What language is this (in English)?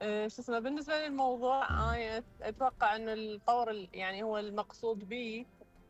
Mesopotamian Arabic